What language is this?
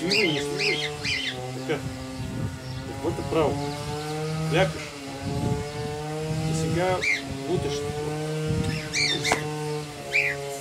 Bulgarian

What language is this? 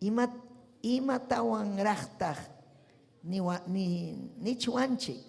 Ayacucho Quechua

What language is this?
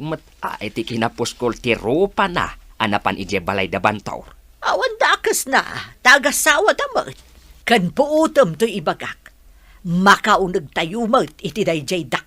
Iloko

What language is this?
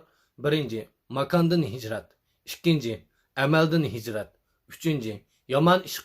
Uyghur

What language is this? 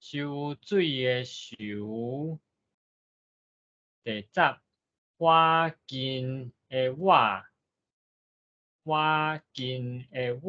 Min Nan Chinese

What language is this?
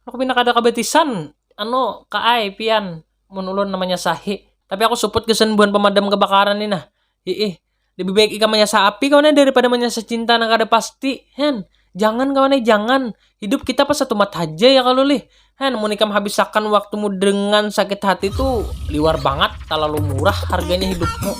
Banjar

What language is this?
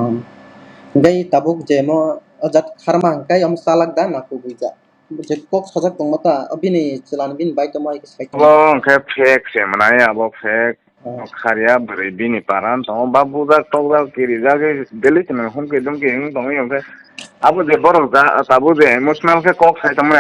Kok Borok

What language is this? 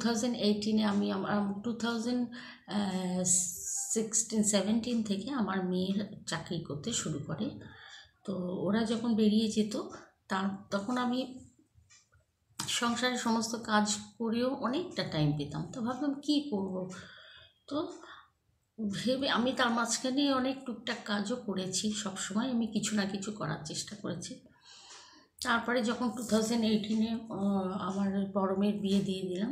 Bangla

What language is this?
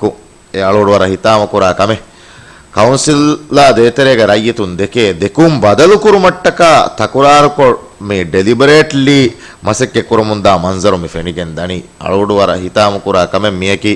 Divehi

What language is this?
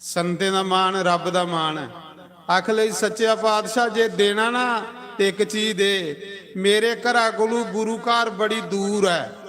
Dogri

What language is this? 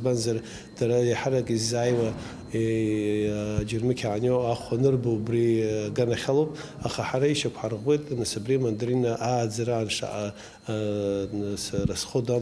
Abkhazian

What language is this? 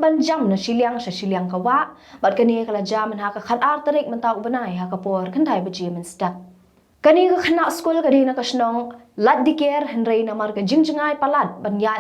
Khasi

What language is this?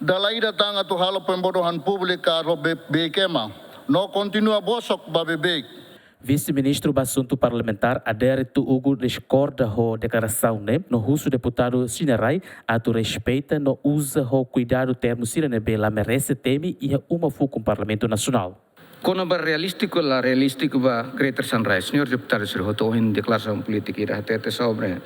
Tetum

